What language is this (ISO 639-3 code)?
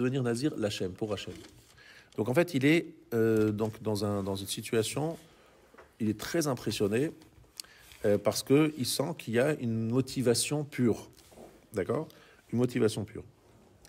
fra